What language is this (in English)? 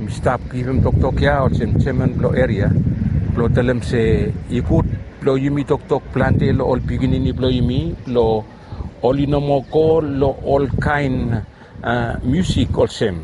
Bislama